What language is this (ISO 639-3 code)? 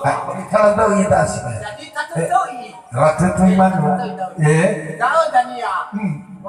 nia